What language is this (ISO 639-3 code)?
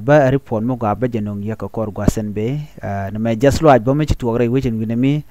nus